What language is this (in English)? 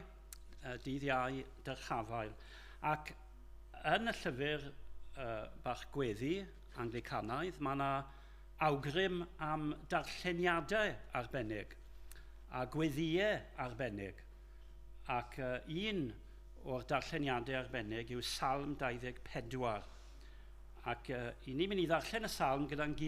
Welsh